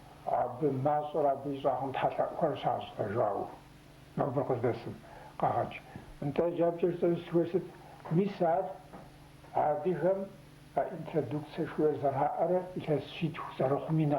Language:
Kabardian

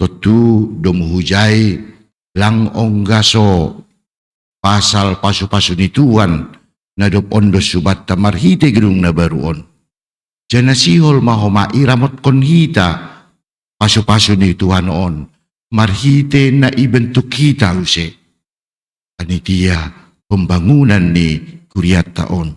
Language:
Batak Simalungun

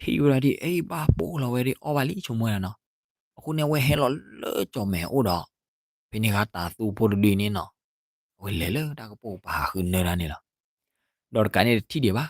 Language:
S'gaw Karen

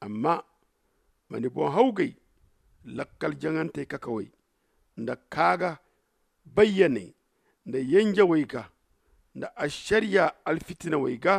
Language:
Zarma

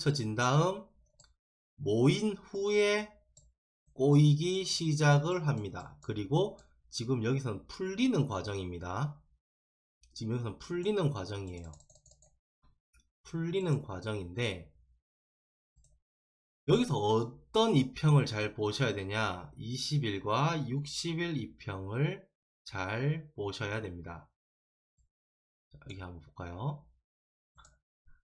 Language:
Korean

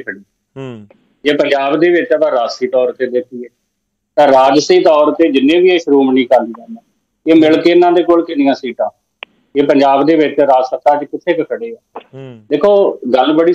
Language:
Punjabi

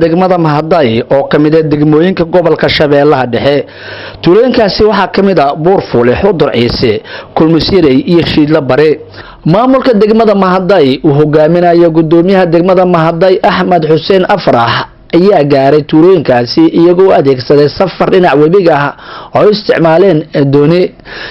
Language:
Somali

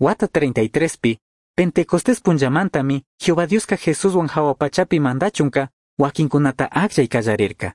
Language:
Chimborazo Highland Quichua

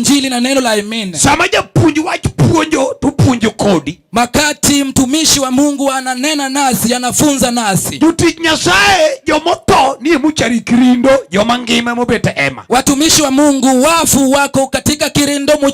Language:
Luo (Kenya and Tanzania)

